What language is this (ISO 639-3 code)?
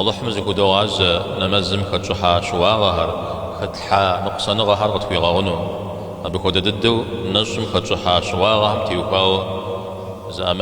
kbd